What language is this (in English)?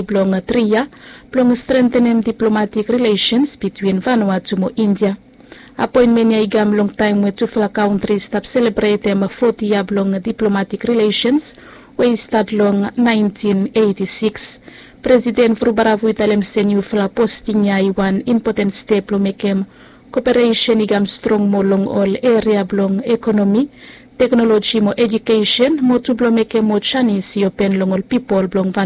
Bislama